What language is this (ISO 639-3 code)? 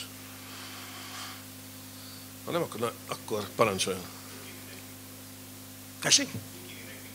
hun